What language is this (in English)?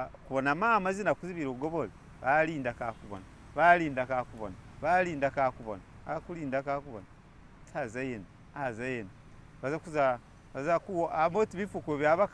Masaaba